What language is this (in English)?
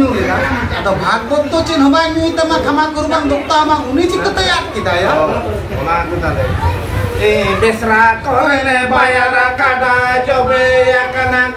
Santali